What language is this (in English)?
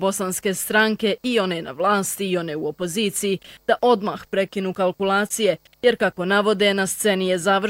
Bosnian